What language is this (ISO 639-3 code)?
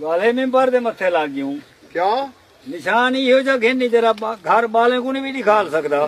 skr